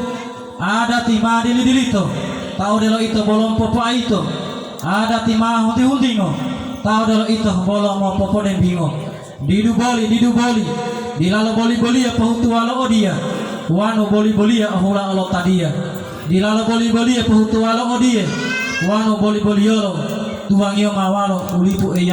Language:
Gorontalo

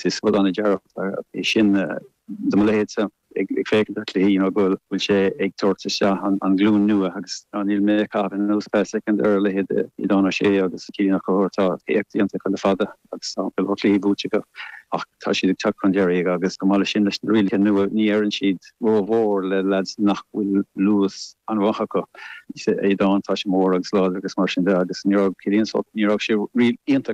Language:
Irish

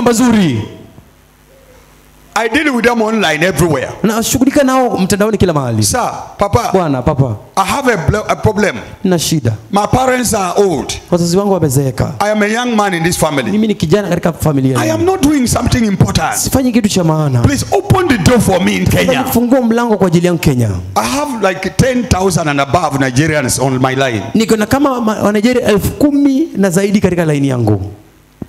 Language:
Swahili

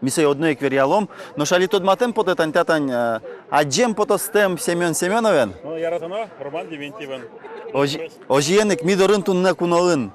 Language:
Udmurt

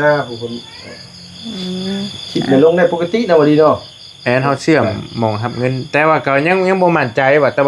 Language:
Northeastern Thai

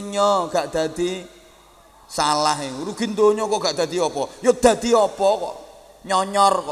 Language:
Javanese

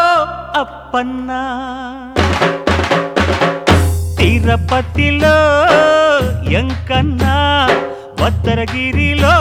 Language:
Telugu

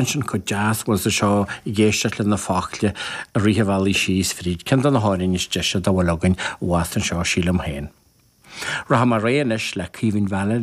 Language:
Irish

